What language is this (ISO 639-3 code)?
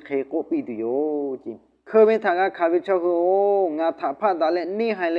lhu